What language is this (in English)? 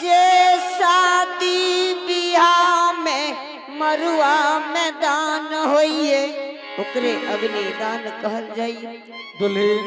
Angika